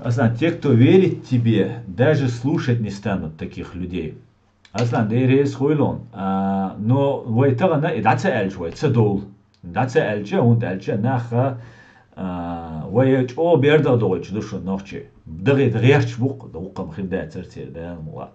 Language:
Chechen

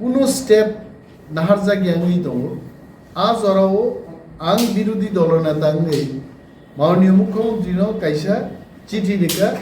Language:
Kok Borok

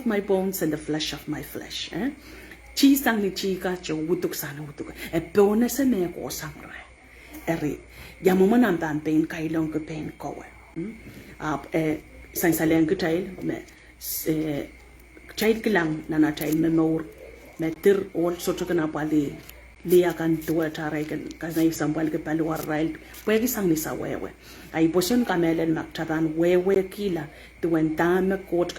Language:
Pohnpeian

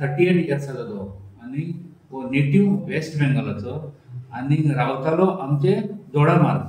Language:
Konkani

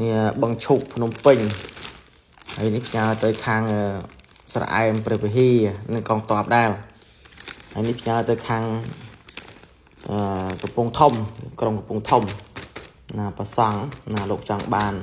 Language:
Khmer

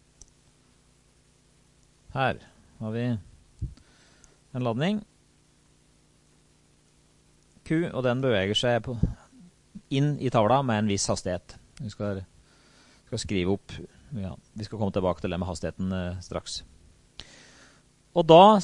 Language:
Norwegian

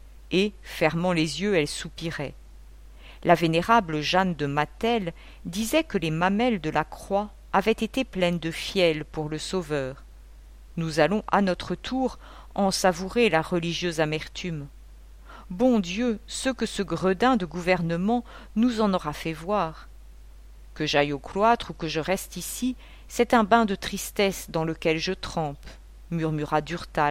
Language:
French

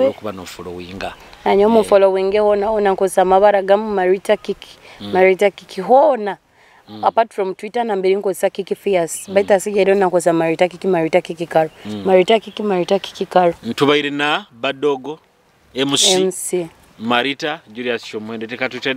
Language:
Nyoro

